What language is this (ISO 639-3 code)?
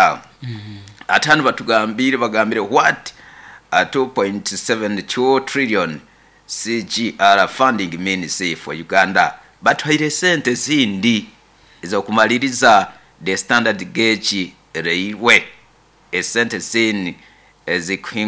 nyo